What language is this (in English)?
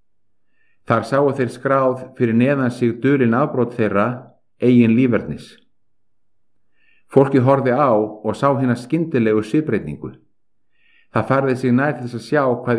Icelandic